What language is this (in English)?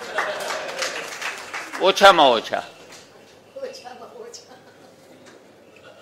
Gujarati